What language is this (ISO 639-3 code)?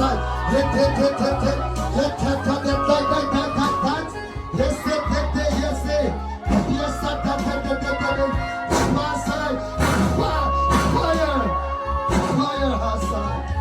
cnh